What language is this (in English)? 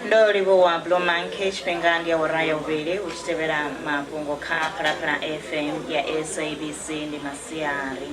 Venda